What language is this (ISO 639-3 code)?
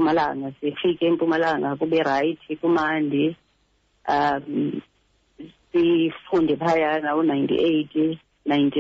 xho